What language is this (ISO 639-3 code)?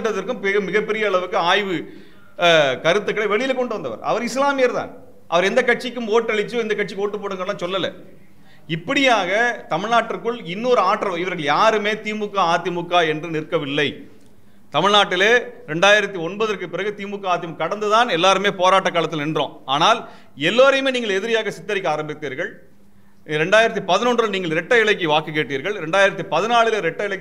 tam